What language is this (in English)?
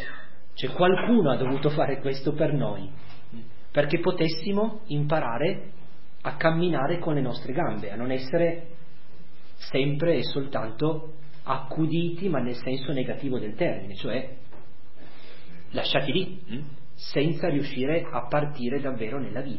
Italian